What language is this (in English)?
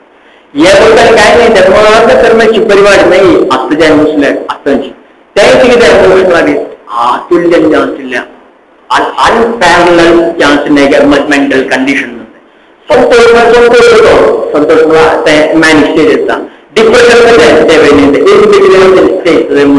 Konkani